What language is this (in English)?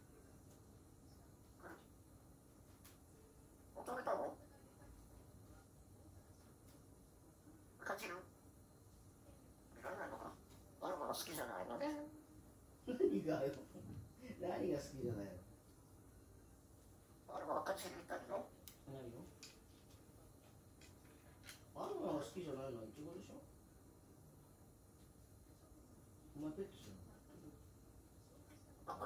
Japanese